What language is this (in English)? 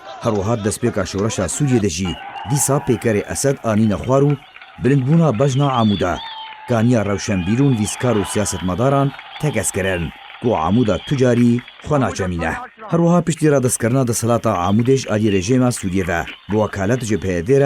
Kurdish